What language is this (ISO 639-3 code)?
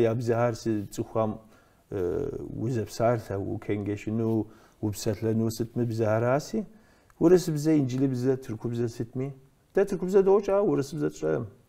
kbd